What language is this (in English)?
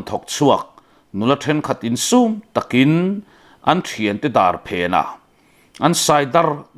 Mizo